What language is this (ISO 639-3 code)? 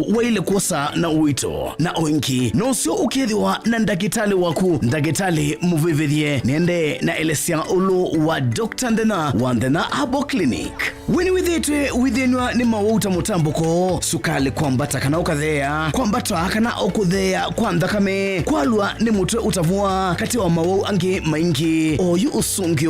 kam